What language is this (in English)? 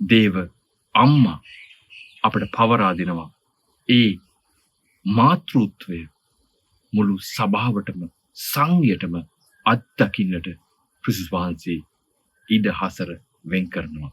Sinhala